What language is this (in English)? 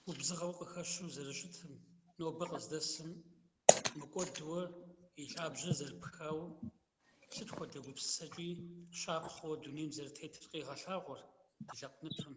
Kabardian